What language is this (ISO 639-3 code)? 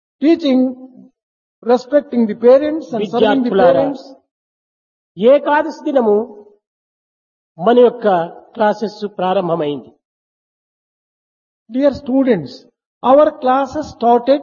tel